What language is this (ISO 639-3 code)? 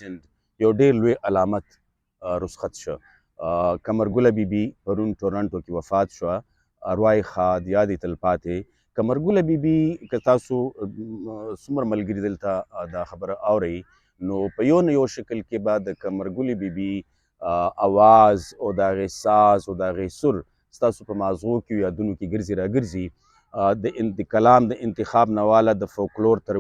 pus